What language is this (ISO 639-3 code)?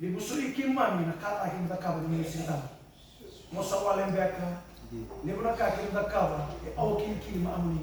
fij